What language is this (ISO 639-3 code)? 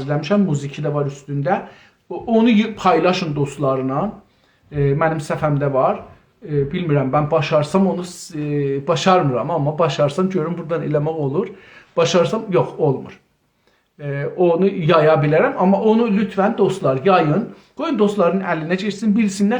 azb